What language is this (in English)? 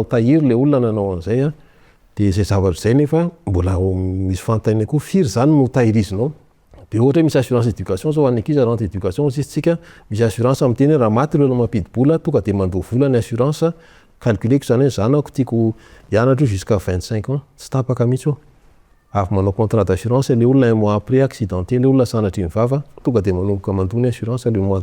Malagasy